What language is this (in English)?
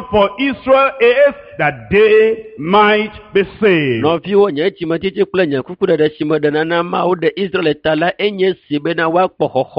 Ewe